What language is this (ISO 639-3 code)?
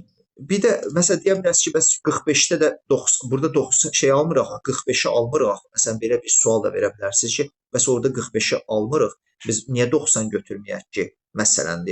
aze